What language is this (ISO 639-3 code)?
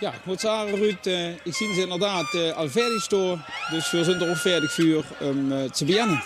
lim